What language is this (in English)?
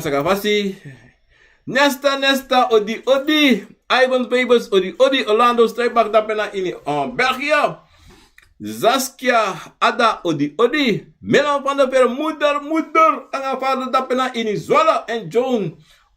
Sranan Tongo